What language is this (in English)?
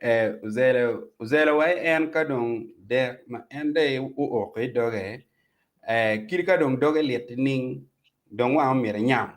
Acoli